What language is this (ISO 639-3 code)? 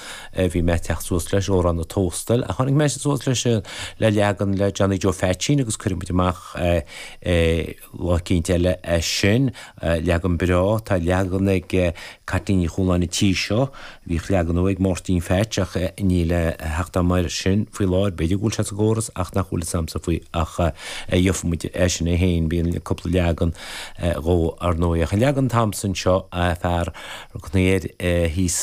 gle